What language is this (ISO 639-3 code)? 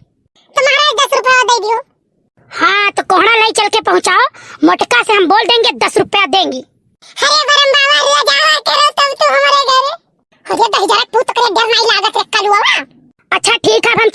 awa